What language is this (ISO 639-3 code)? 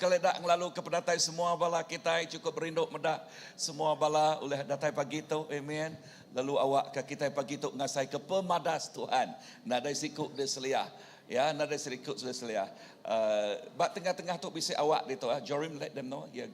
iba